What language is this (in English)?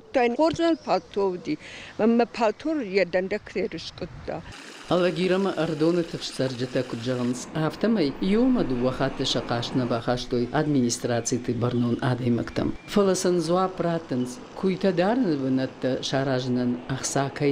Ossetic